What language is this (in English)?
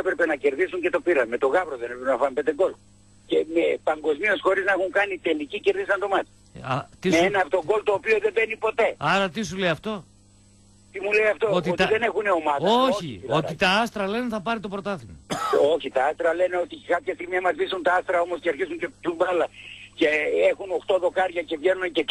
Greek